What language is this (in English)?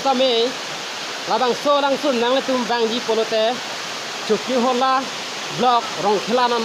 Karbi